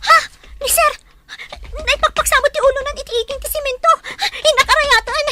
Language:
Iloko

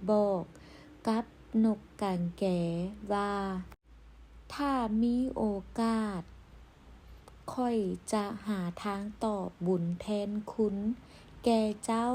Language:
Lao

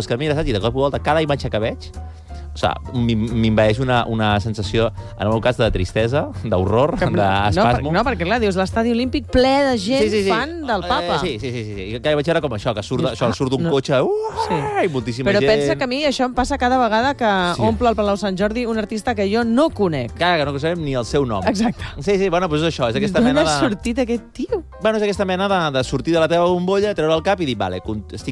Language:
Catalan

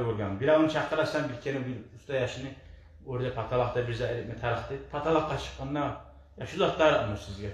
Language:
Kumyk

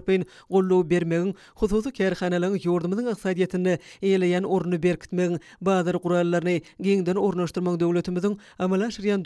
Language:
Turkmen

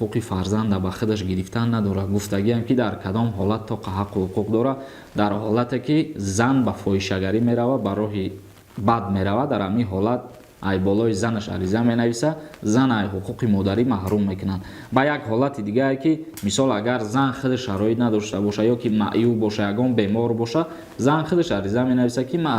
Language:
Tajik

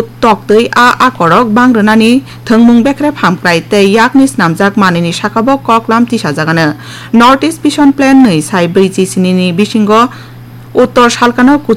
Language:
Kok Borok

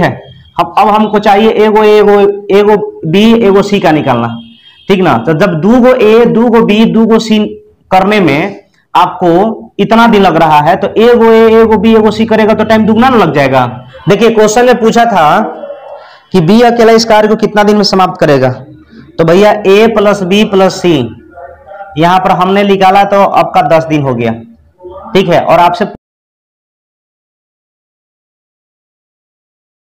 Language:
Hindi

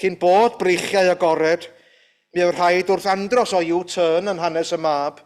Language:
Welsh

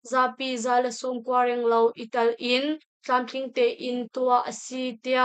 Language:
Hakha Chin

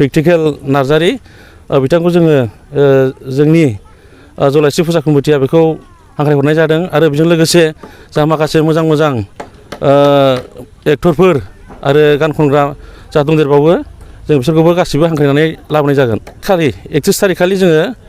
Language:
Bodo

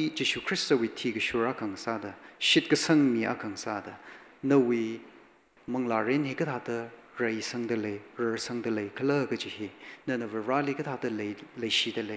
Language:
Tangkhul Naga (India)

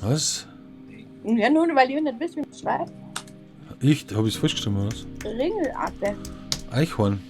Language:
Bavarian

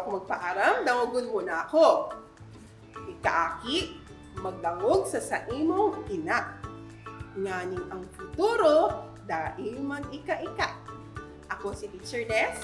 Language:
Bikol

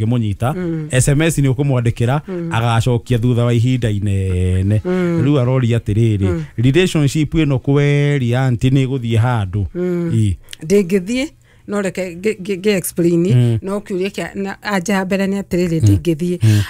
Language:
Kikuyu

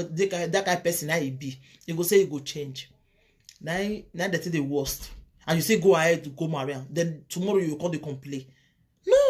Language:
Nigerian Pidgin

